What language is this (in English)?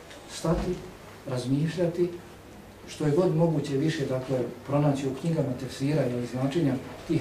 Bosnian